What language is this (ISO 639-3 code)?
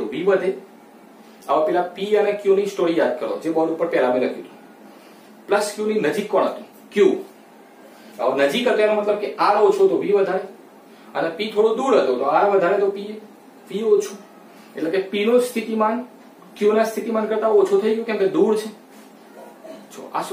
guj